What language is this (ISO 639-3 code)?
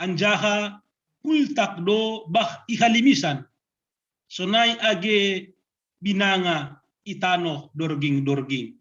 bts